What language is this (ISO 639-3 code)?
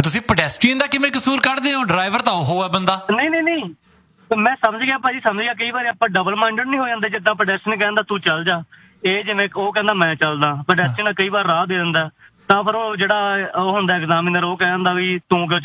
pan